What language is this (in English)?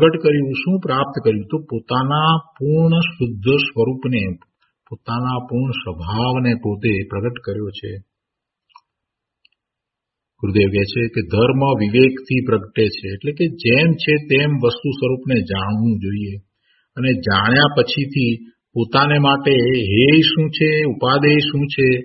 Gujarati